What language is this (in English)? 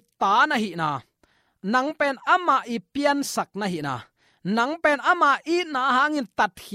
Tedim Chin